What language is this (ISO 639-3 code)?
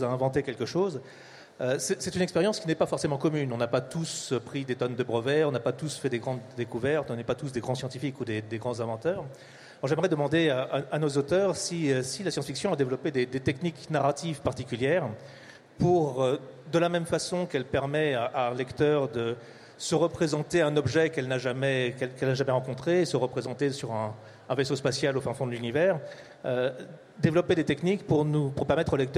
fra